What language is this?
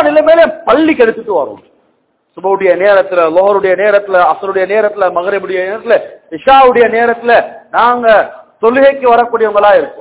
Tamil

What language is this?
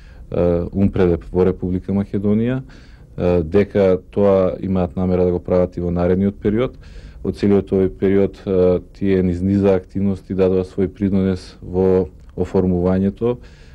Macedonian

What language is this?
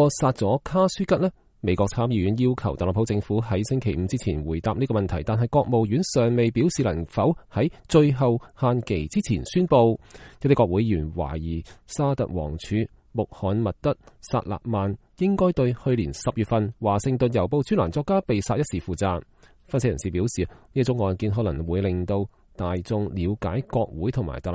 Cantonese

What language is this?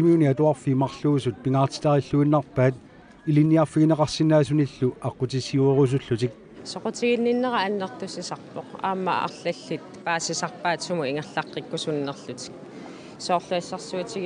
Kalaallisut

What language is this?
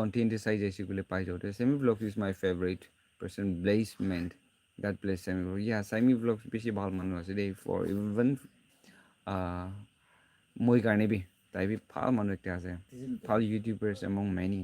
Naga Pidgin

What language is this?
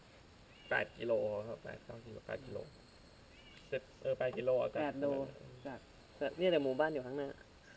Thai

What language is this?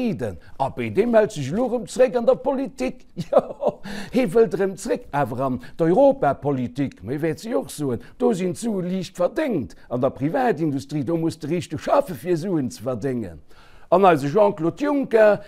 Luxembourgish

